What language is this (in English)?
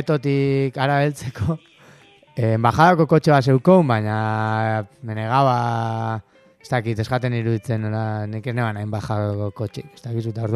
Basque